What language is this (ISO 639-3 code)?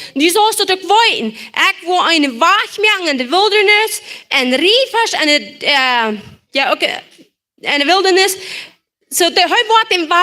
pdt